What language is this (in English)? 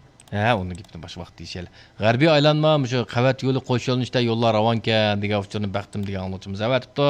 Uyghur